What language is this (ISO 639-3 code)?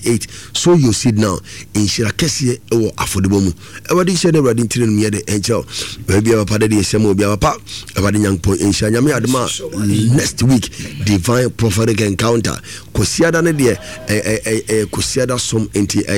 aka